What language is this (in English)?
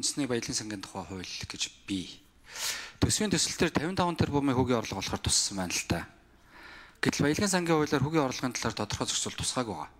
Mongolian